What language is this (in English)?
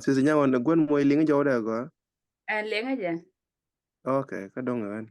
Nuer